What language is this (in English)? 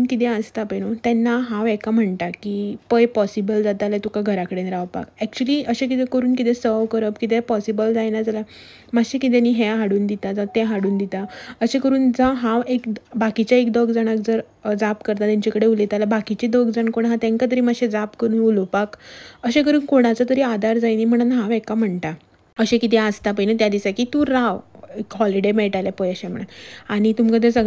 Konkani